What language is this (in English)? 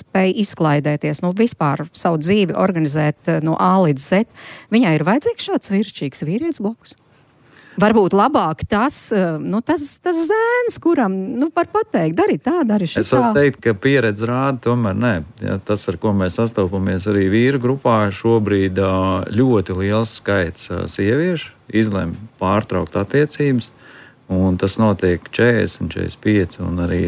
Latvian